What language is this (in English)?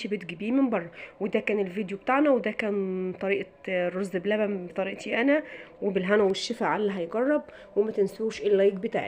Egyptian Arabic